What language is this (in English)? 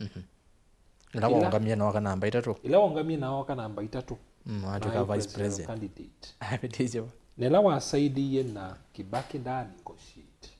Kamba